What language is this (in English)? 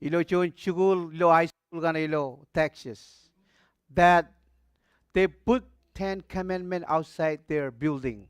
Marshallese